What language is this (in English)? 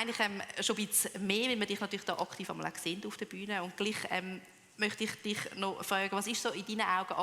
Swiss German